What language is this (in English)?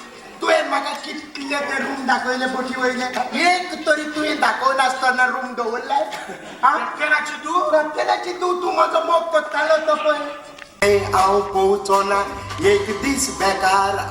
Konkani